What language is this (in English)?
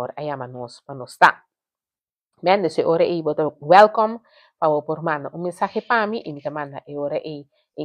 Papiamento